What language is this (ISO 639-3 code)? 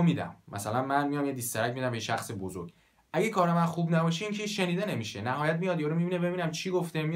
fas